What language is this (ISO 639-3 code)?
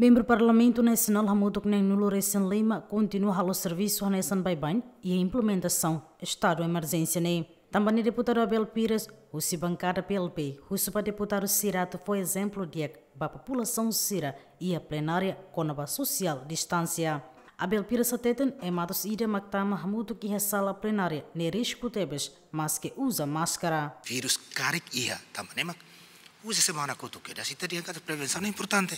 tet